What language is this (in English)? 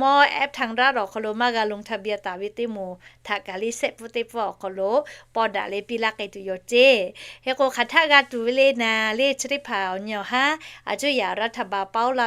Lahu